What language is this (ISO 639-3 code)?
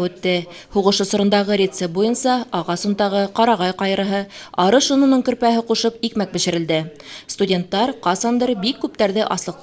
bak